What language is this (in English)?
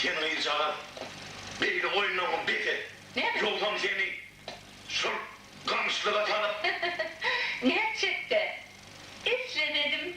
Turkmen